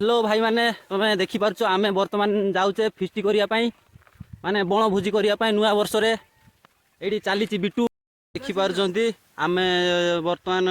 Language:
Odia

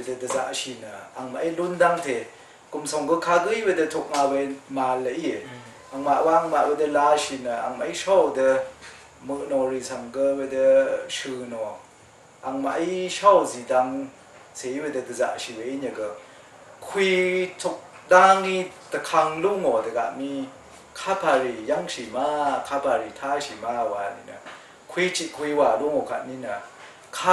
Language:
Rawang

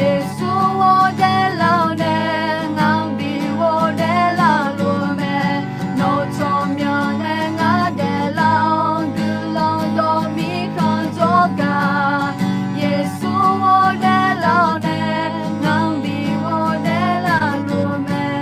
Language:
Akha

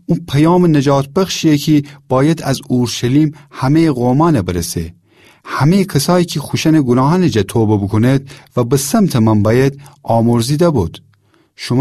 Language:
Gilaki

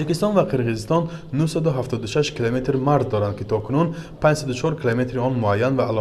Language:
Tajik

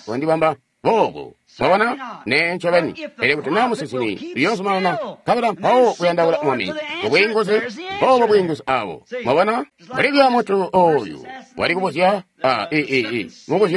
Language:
Tonga (Zambia)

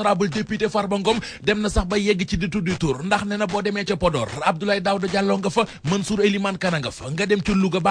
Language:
Wolof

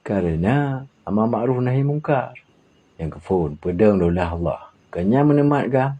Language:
Achinese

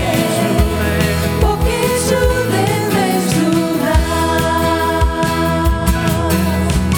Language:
Bulgarian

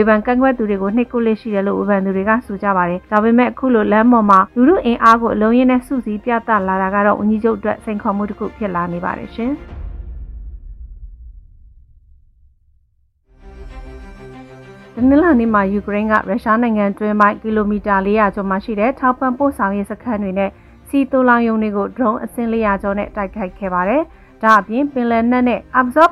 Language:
Burmese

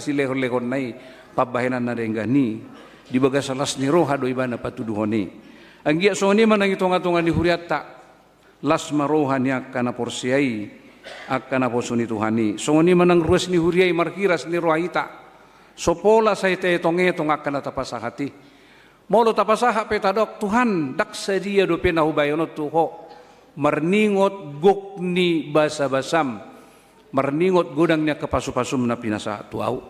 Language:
Batak Toba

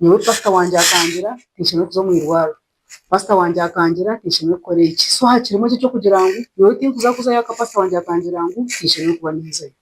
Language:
Nyankole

